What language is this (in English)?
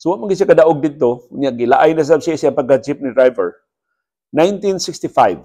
Cebuano